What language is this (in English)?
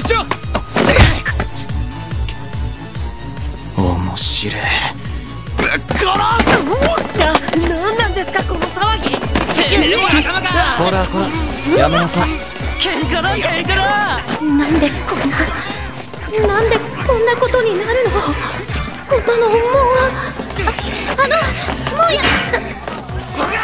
Japanese